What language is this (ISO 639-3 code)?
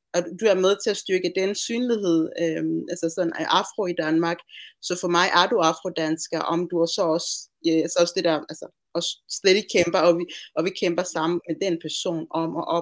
dan